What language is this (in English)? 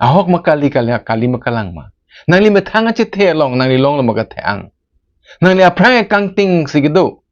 Karbi